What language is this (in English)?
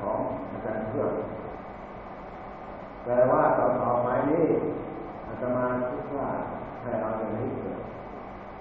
Thai